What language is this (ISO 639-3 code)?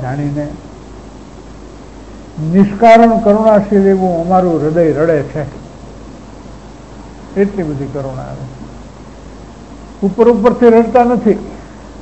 guj